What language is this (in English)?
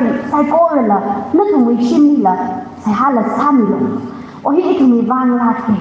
Tangkhul Naga (India)